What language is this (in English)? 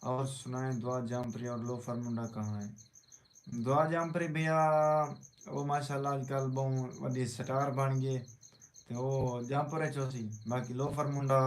Saraiki